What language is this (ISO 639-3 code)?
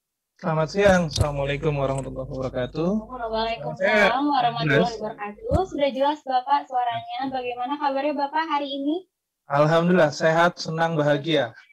ind